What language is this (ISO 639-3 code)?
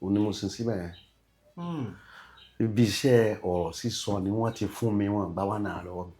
yor